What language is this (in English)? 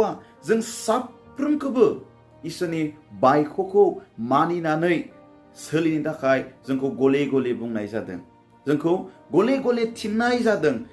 Bodo